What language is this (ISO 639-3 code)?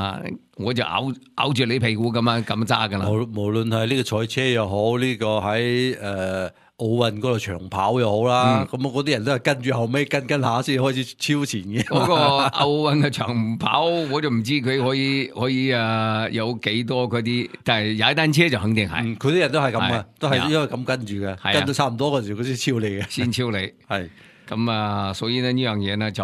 yue